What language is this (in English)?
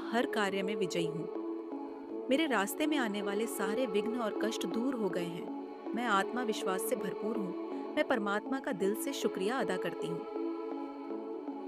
Hindi